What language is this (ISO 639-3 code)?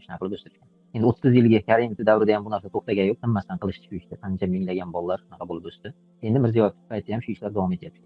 uzb